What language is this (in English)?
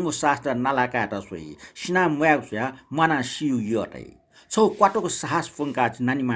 Newari